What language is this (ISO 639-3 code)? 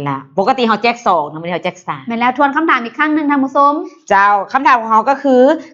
lao